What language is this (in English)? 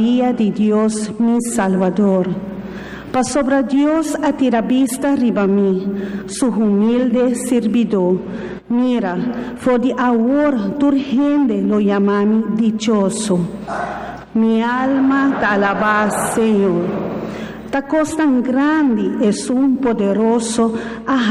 Papiamento